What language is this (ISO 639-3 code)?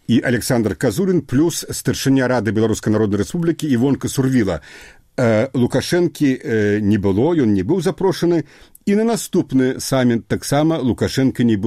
bel